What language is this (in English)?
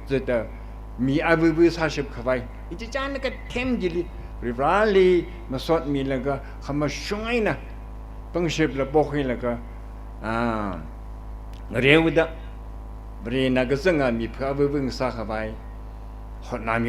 Tangkhul Naga (India)